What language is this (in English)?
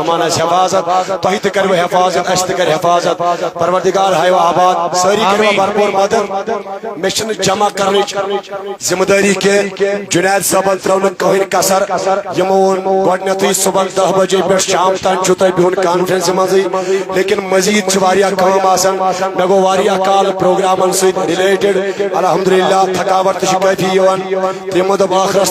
Kashmiri